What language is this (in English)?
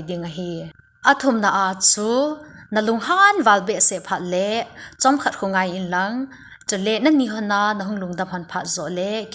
Thado Chin